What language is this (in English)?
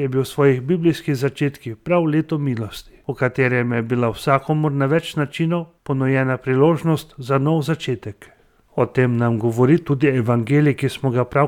Slovenian